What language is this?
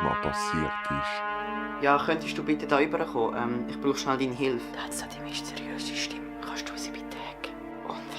Swiss German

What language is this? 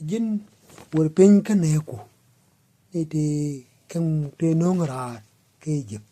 Nuer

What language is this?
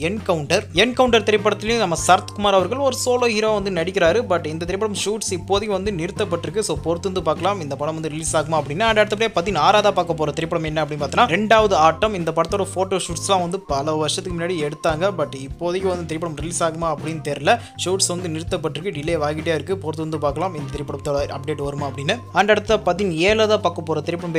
Tamil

